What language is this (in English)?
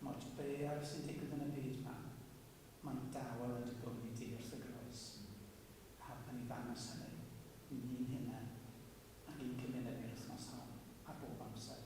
Welsh